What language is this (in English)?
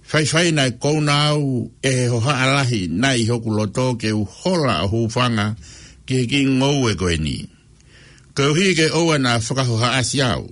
Tongan